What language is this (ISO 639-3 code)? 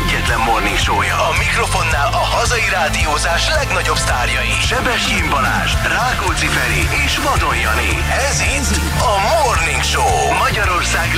hun